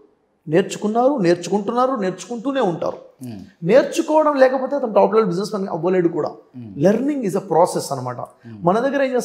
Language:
Telugu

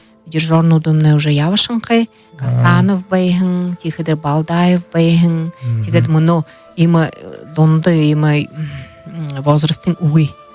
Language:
Buriat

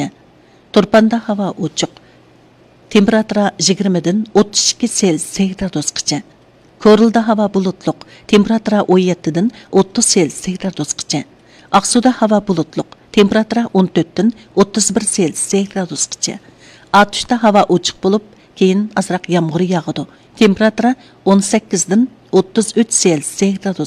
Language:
Uyghur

